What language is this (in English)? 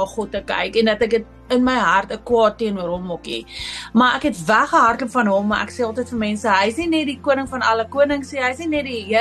Afrikaans